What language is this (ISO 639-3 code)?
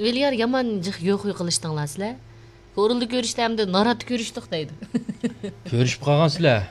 uig